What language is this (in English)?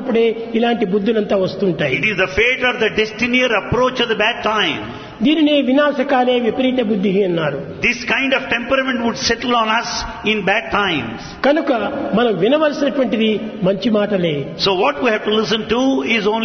Telugu